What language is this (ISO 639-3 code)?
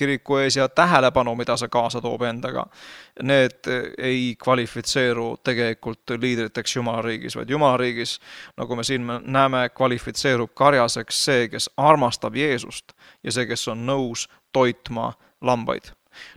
est